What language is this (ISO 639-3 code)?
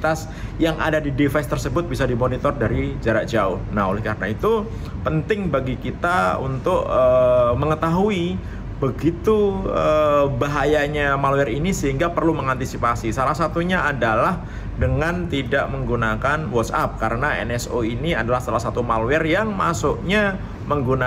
ind